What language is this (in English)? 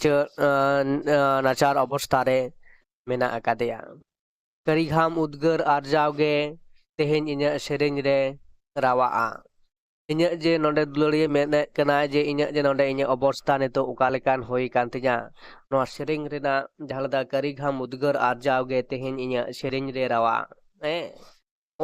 Santali